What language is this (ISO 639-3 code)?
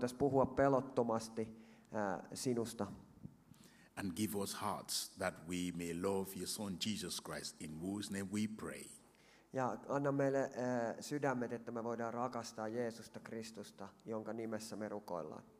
fin